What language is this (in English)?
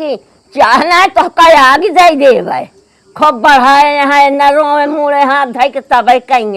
Awadhi